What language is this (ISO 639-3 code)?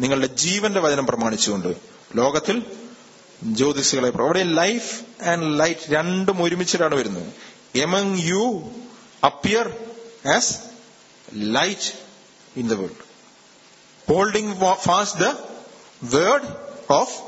mal